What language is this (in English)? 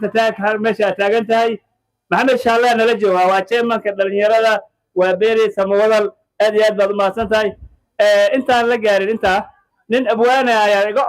Somali